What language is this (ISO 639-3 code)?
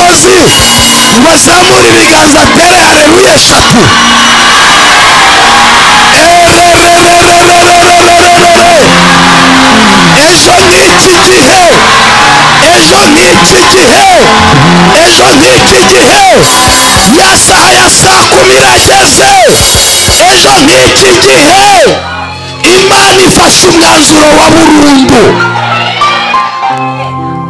kin